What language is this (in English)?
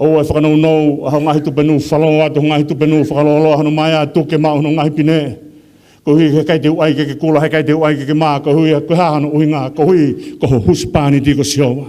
Tongan